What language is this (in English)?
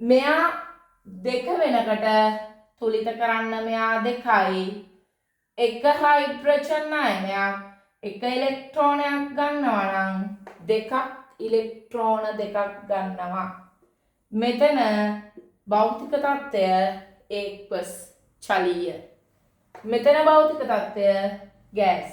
Sinhala